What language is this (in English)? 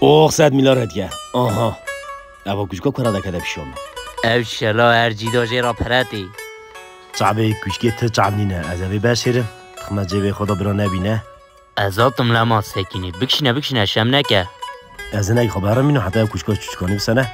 Kurdish